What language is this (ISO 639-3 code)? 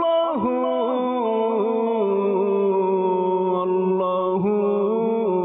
ben